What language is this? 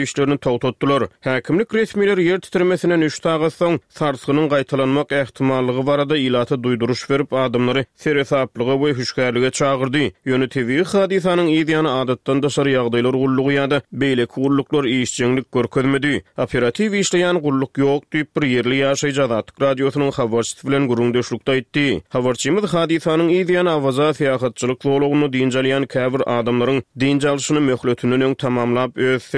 Turkmen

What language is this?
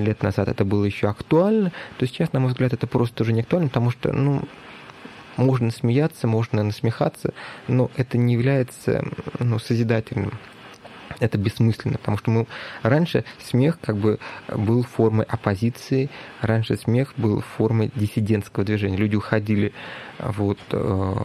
Russian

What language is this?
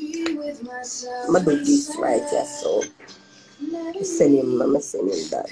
Jamaican Creole English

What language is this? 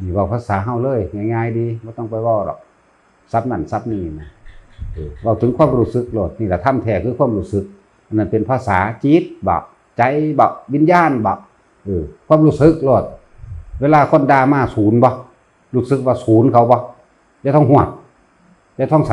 Northeastern Thai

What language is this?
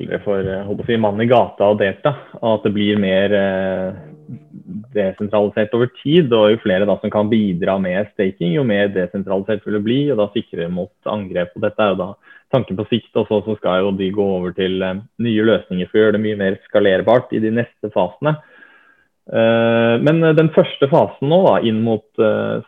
Norwegian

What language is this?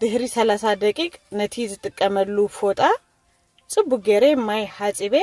Tigrinya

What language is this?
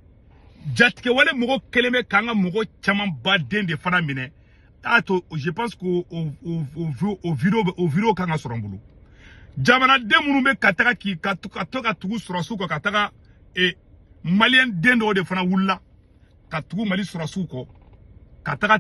Bambara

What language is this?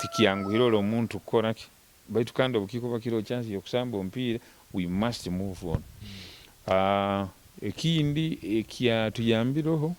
Nyoro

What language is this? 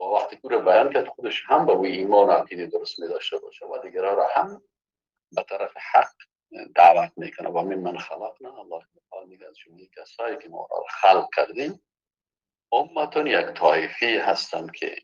Persian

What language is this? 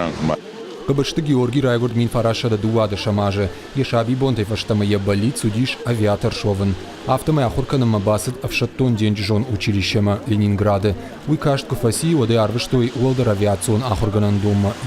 Ossetic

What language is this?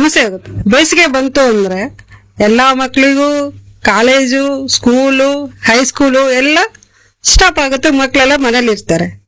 Kannada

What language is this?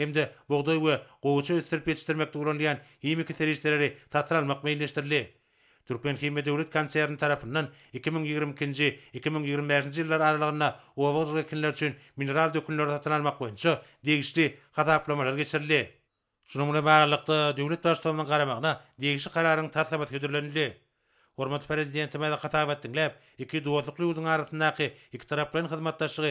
Turkmen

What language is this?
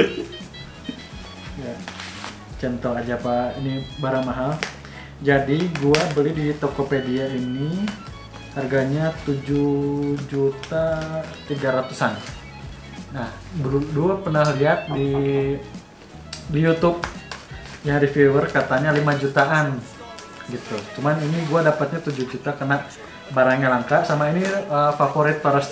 Indonesian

